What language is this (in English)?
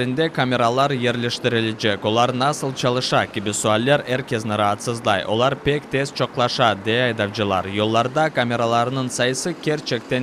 Crimean Tatar